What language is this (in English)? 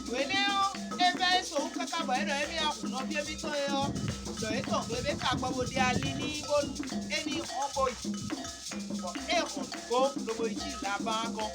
Fon